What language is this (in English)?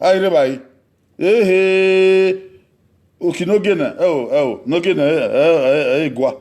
Bini